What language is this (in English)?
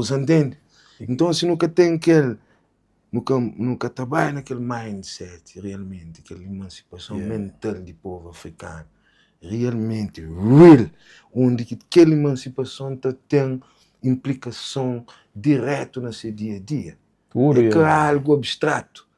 Kabuverdianu